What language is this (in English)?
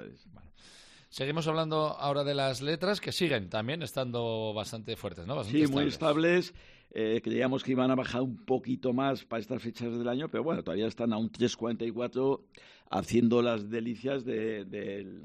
Spanish